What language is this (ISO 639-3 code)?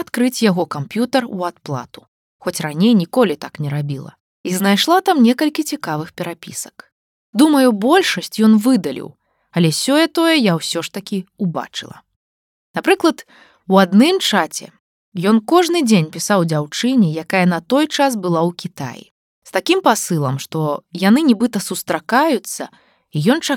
bel